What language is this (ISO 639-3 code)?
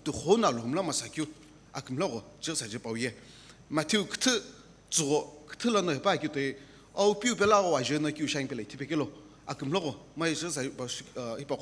nsm